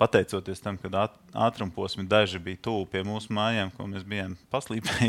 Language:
Latvian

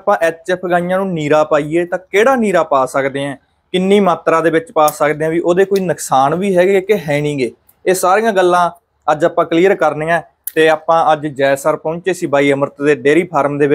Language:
Punjabi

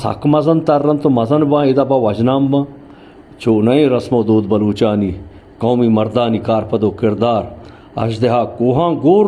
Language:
Baluchi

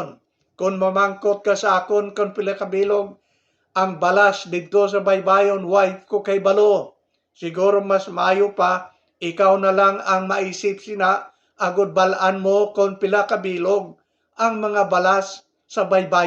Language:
Hiligaynon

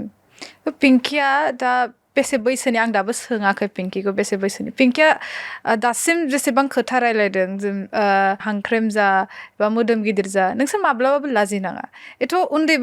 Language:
Bodo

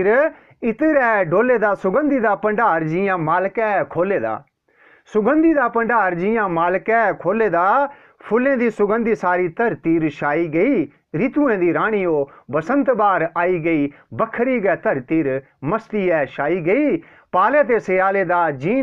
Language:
Dogri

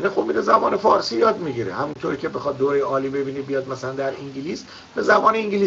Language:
Persian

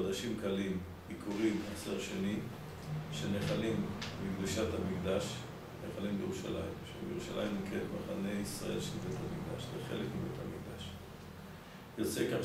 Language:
Hebrew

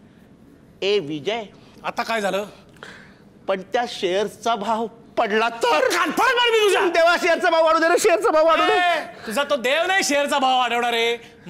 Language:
Marathi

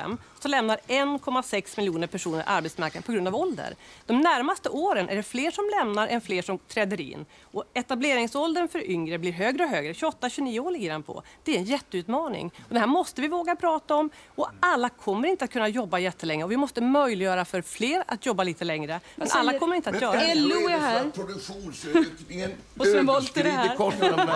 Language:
Swedish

